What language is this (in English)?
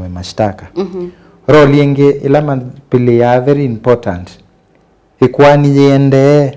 Kamba